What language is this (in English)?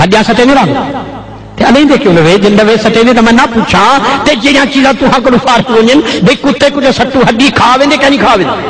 Saraiki